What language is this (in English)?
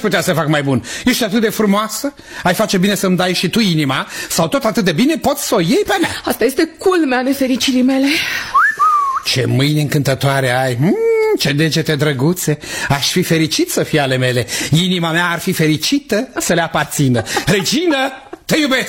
Romanian